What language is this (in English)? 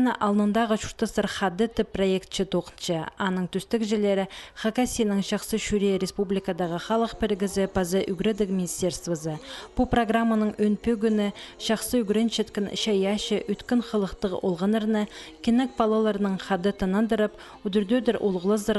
Khakas